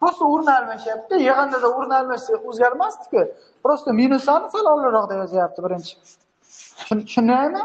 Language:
Uzbek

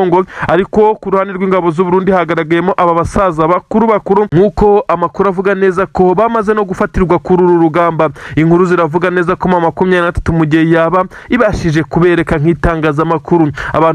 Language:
Kinyarwanda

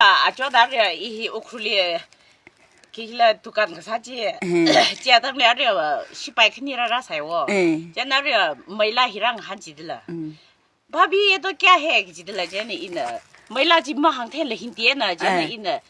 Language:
Tangkhul Naga (India)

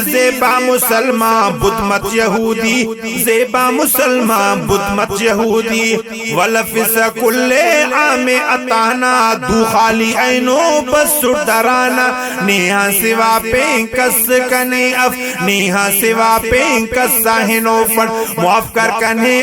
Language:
Brahui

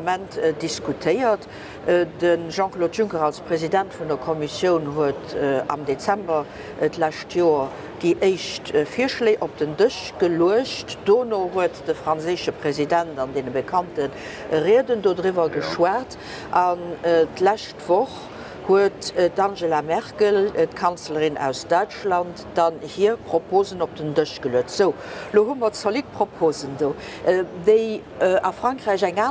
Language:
Luxembourgish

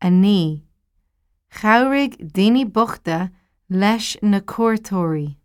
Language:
Irish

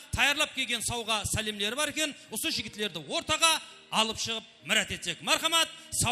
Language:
Kara-Kalpak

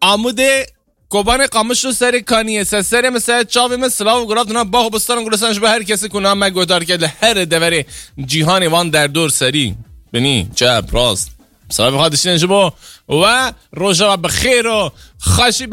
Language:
Kurdish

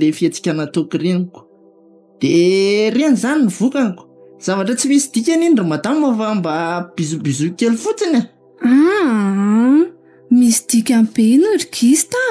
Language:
Malagasy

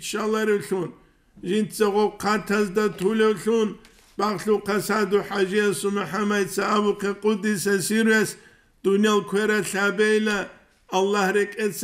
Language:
Avaric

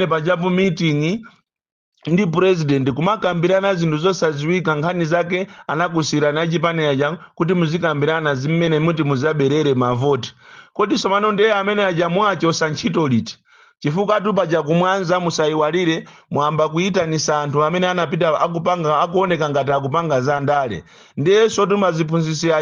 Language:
Nyanja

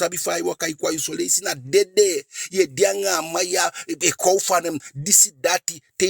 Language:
Eastern Maroon Creole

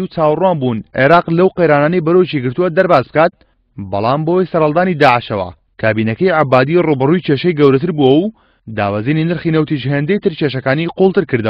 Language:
Central Kurdish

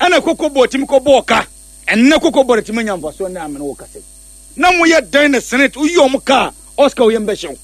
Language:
Akan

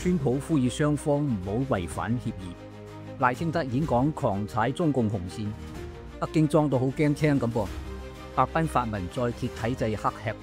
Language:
Cantonese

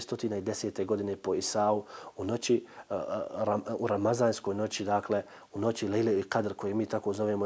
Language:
Bosnian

